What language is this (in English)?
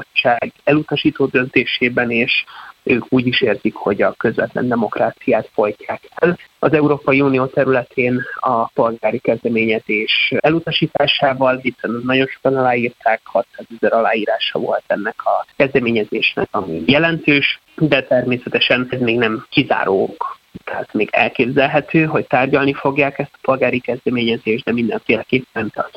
Hungarian